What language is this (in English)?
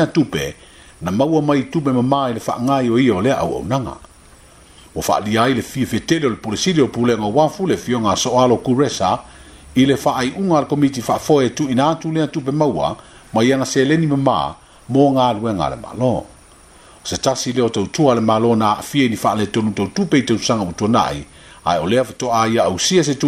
Samoan